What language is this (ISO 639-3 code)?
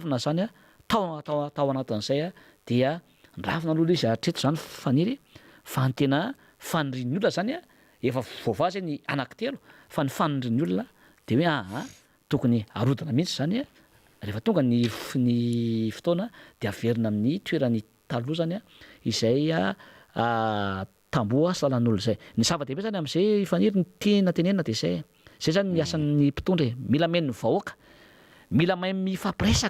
mlg